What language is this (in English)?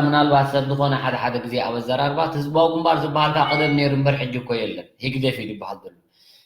Tigrinya